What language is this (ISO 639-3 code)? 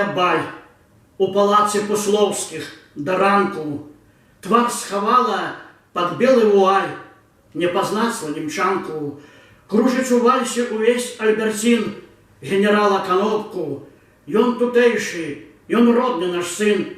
bel